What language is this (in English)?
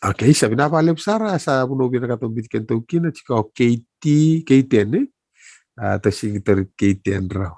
Fijian